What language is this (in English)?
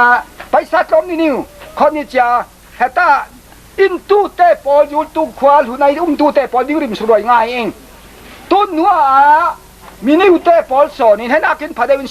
Falam Chin